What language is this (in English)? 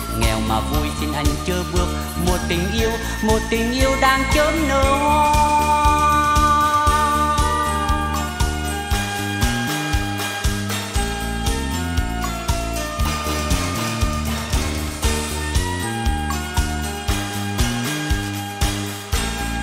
Vietnamese